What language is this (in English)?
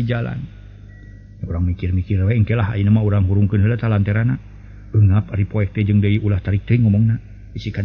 Sundanese